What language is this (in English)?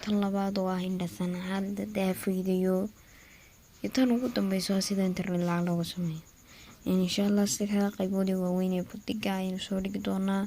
Somali